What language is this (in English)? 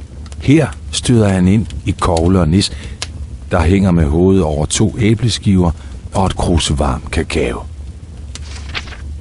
Danish